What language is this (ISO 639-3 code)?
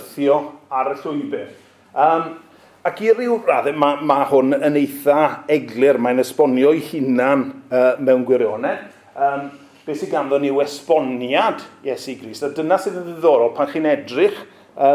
cym